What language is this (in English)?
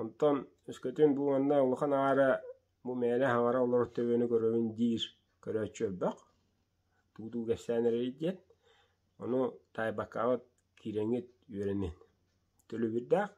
Yakut